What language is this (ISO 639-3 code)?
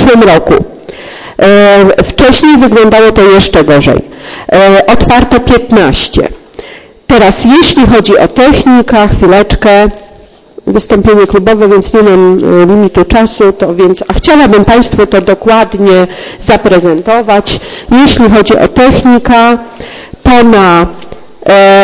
pol